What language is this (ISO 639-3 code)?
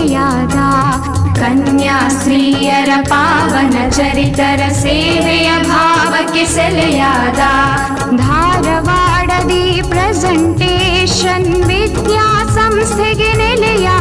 kan